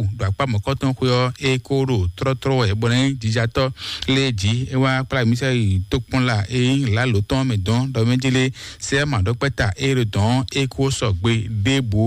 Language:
Fon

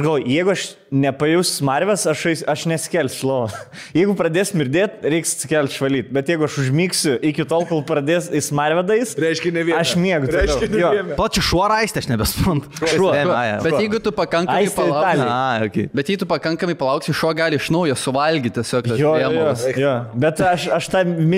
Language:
Lithuanian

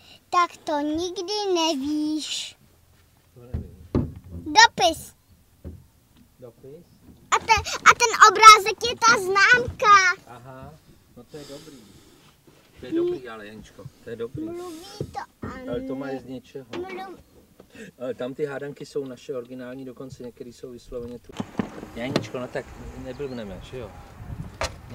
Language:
Czech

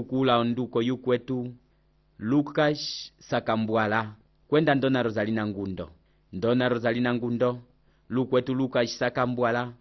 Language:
Umbundu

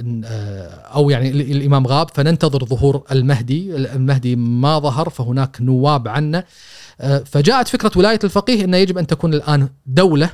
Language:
Gulf Arabic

